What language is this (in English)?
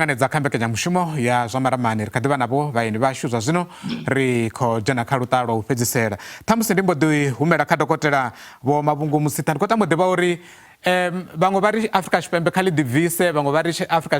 Venda